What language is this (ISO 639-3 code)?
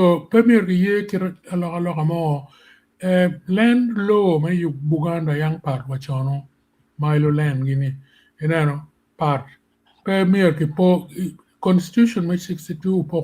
ach